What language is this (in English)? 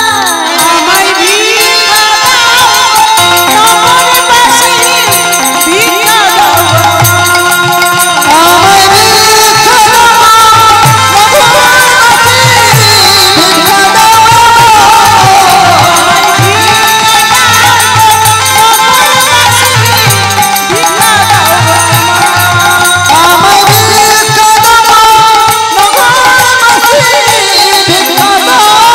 Bangla